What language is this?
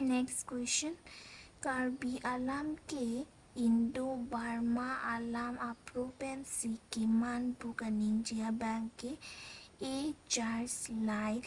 Karbi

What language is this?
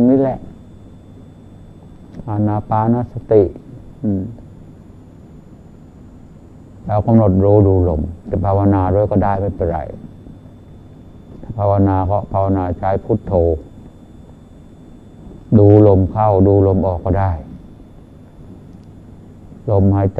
Thai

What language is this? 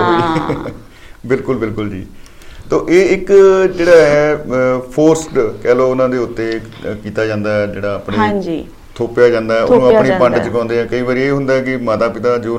Punjabi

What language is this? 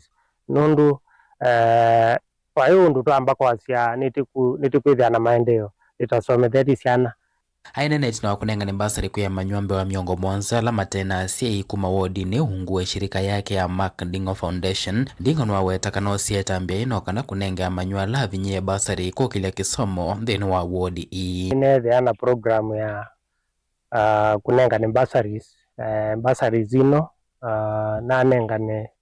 Kamba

